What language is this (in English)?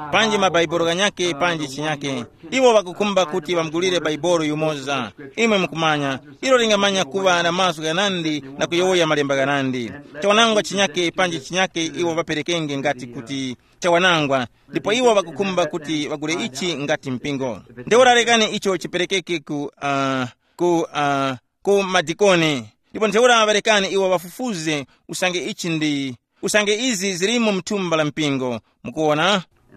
Tumbuka